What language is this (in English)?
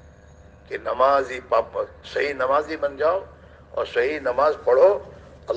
Urdu